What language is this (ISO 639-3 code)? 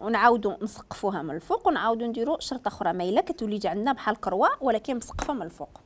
ary